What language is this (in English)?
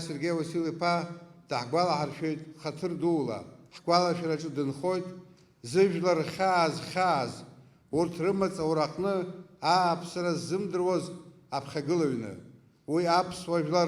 Abkhazian